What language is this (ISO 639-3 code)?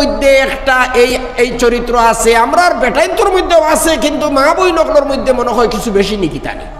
syl